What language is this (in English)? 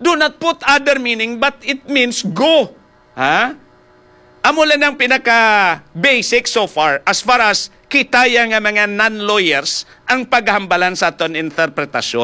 Hiligaynon